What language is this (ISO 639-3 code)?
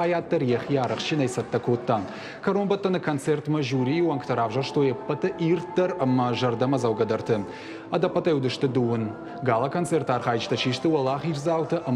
oss